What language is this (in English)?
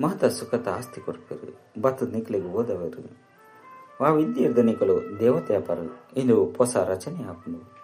Tulu